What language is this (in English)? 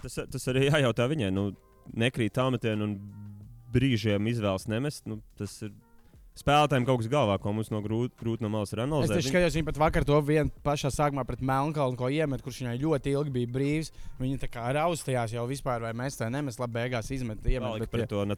Latvian